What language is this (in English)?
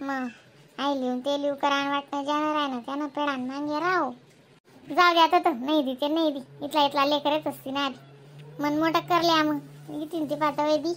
Khandesi